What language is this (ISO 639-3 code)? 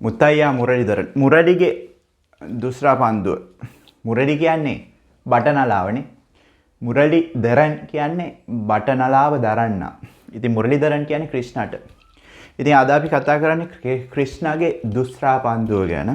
sin